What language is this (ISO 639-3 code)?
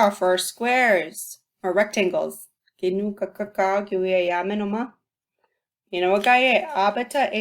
ciw